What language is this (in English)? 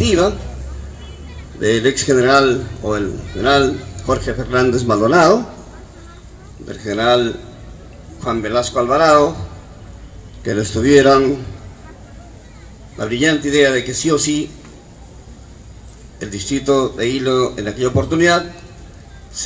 Spanish